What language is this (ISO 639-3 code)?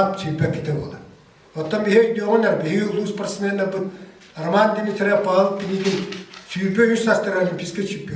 sah